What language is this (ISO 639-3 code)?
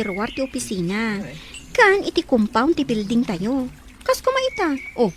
ilo